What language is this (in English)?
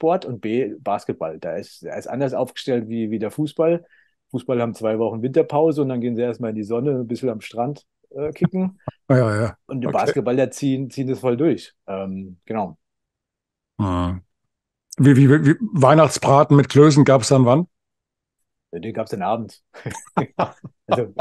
German